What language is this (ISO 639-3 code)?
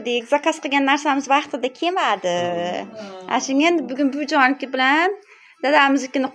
uzb